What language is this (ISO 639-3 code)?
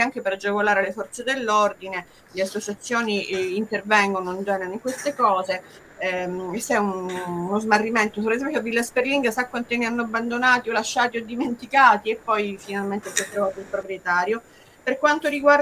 ita